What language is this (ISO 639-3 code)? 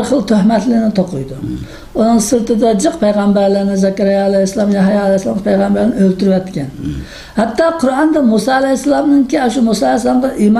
uig